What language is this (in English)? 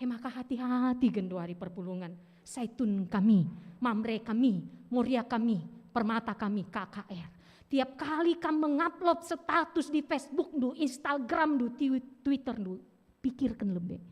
Batak Karo